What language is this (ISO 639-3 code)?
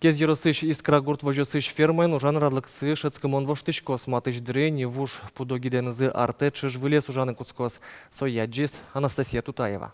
udm